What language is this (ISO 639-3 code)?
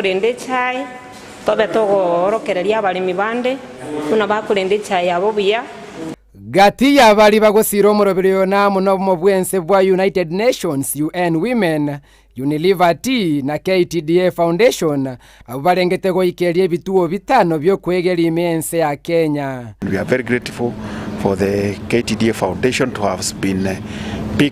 guz